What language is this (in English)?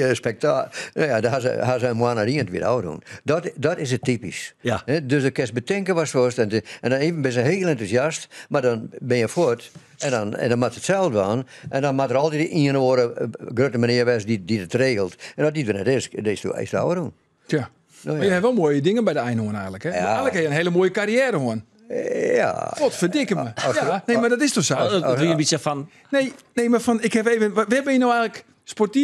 Western Frisian